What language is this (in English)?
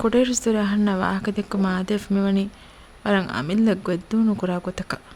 Divehi